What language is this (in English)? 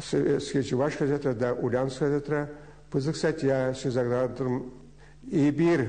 Chuvash